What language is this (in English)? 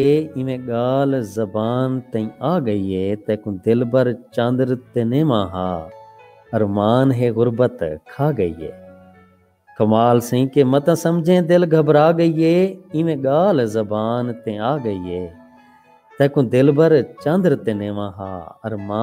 Saraiki